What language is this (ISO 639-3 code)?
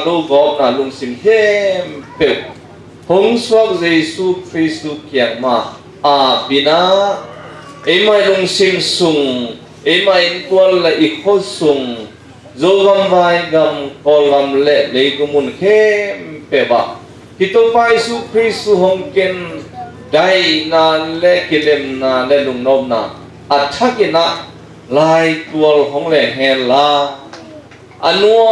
ctd